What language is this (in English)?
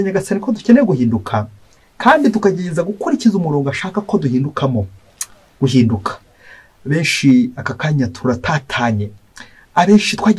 Kinyarwanda